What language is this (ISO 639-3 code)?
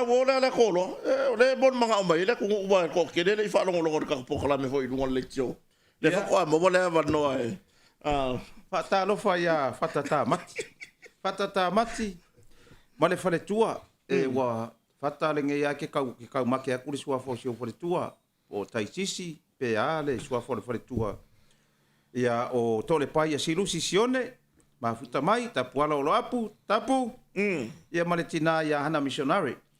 smo